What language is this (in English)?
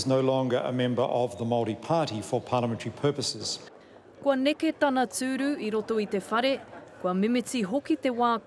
Māori